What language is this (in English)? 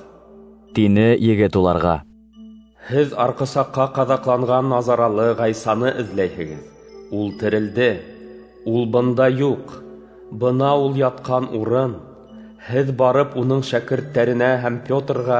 Bashkir